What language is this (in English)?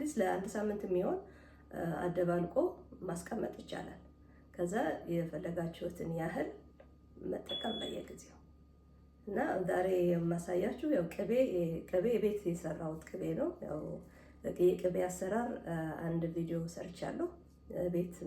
Amharic